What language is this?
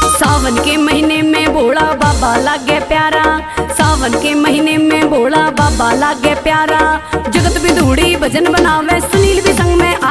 Bhojpuri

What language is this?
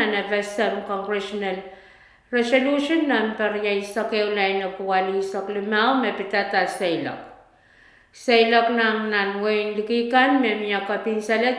Pohnpeian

